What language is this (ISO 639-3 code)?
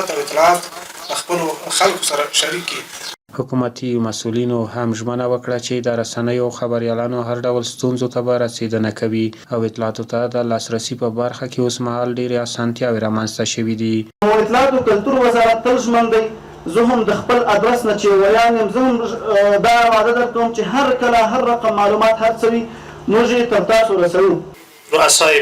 pus